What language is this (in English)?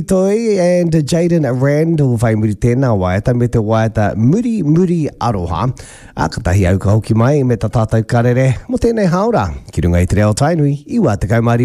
Māori